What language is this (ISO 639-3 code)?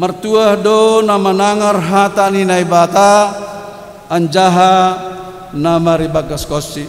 bts